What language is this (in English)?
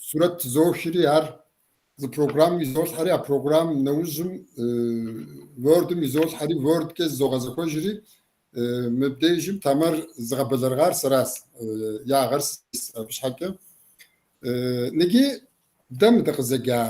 Kabardian